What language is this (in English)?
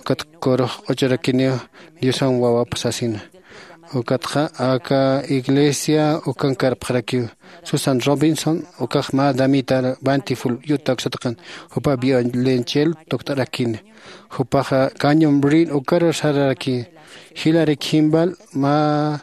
Aymara